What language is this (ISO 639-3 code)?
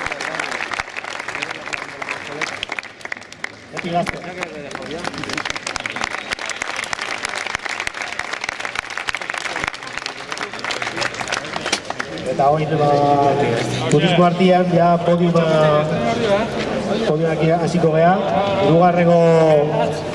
eus